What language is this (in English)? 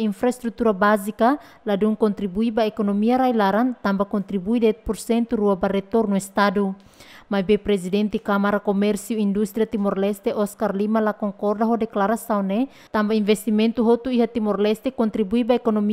Tetum